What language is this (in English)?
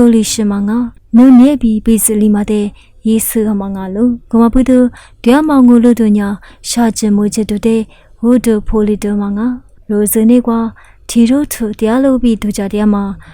Lisu